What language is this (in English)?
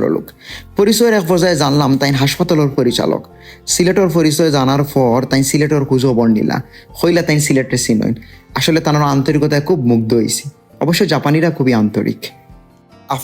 Sylheti